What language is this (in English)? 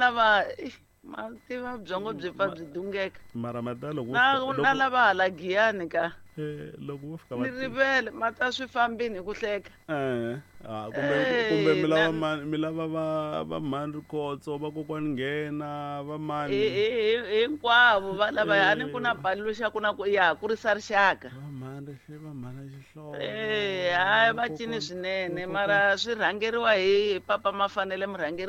Tsonga